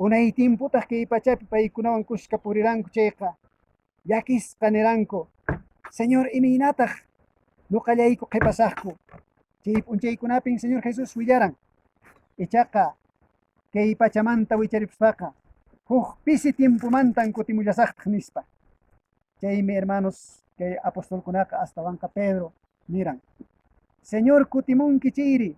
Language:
Quechua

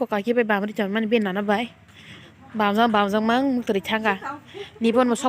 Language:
Kok Borok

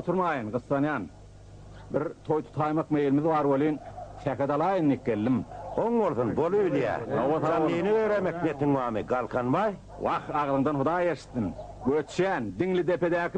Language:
Turkmen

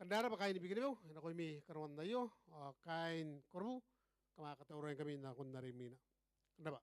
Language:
Gilbertese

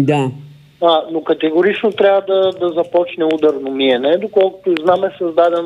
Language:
Bulgarian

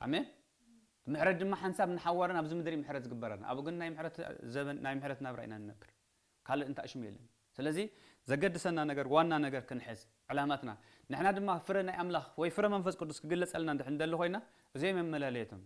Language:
Tigrinya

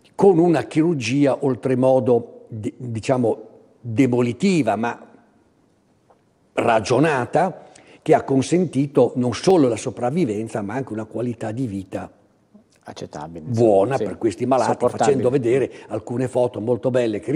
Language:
Italian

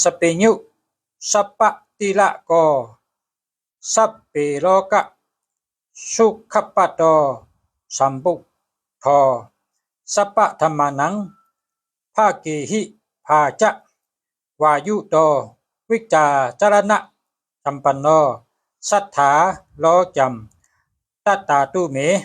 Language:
Shan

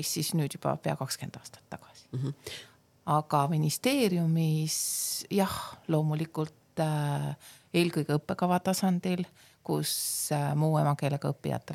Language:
Estonian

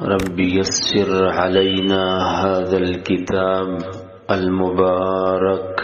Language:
Pashto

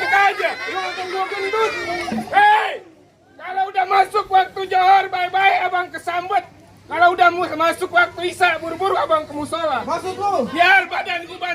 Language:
Betawi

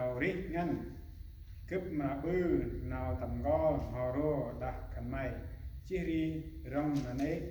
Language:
Central Mnong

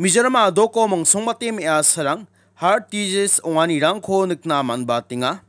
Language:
Garo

